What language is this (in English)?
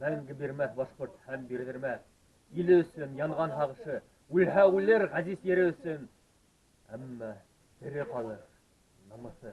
Bashkir